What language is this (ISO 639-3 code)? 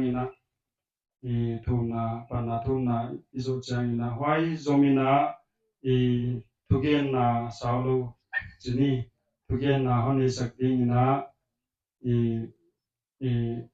pck